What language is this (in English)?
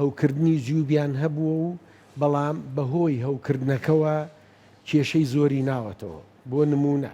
Central Kurdish